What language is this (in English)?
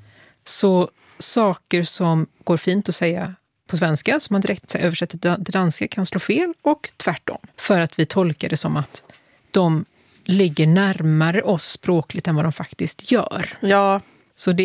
Swedish